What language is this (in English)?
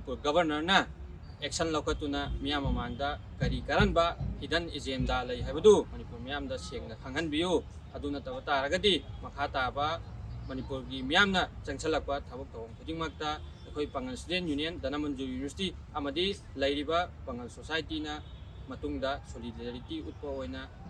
Manipuri